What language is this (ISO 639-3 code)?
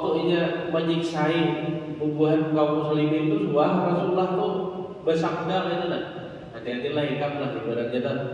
bjn